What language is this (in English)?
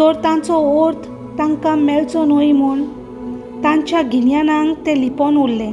Konkani